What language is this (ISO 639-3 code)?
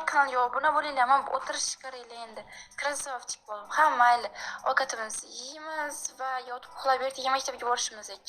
uzb